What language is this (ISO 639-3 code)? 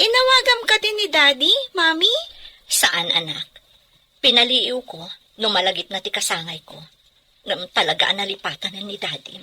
ilo